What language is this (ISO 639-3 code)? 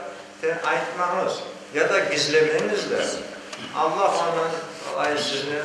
crh